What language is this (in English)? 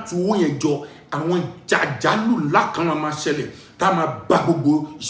Yoruba